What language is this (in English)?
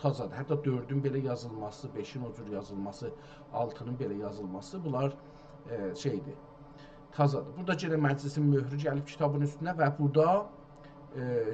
South Azerbaijani